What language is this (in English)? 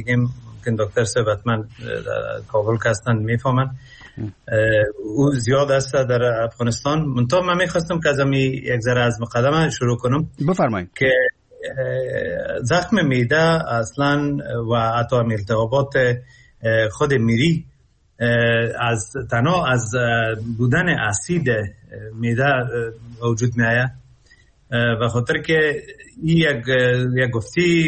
Persian